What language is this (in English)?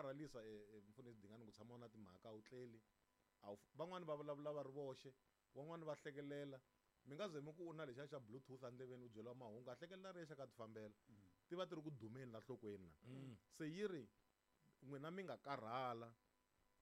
Tsonga